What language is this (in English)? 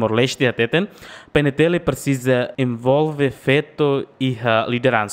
Tetum